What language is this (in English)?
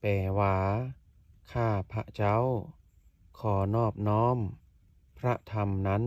Lao